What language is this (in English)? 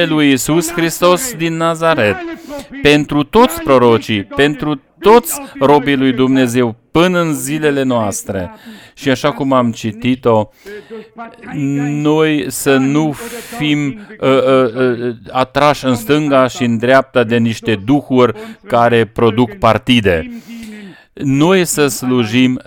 Romanian